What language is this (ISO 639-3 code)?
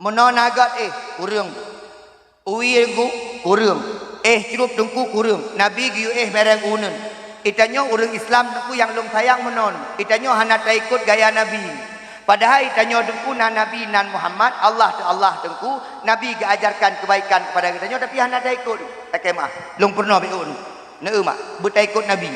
ace